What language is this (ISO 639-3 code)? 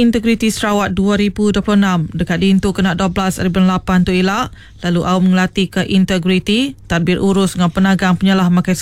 iba